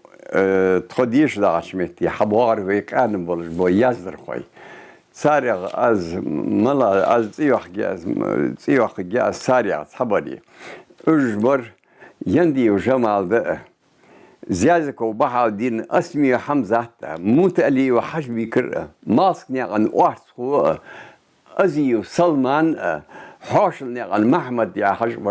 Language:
Ingush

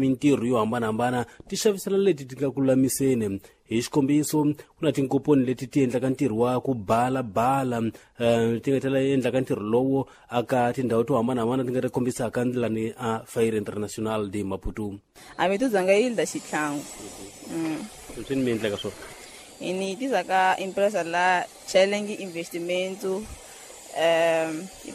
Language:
Tsonga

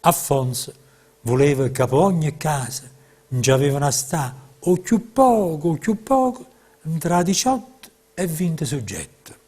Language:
Neapolitan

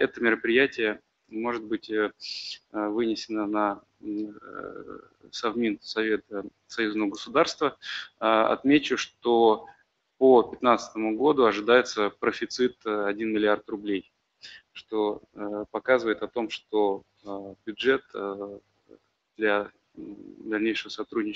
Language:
Russian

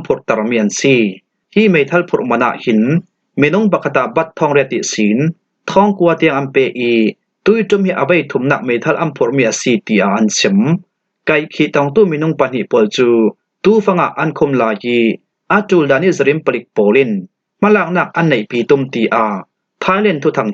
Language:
Falam Chin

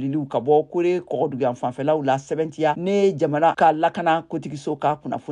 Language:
Bambara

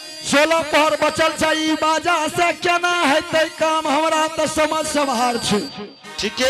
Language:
Angika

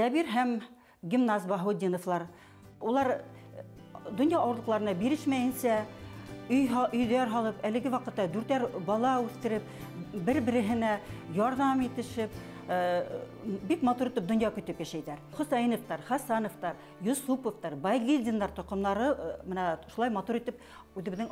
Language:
Bashkir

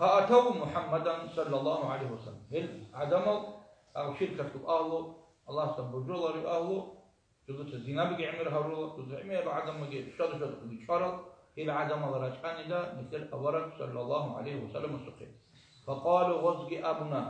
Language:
Avaric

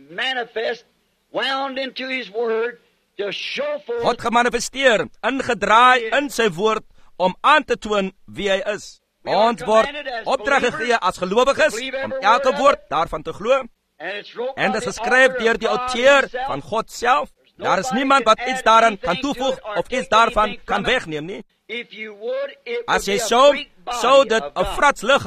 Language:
Afrikaans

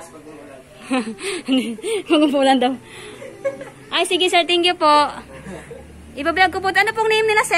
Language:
Filipino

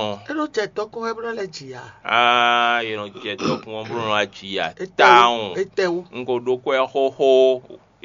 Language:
Fon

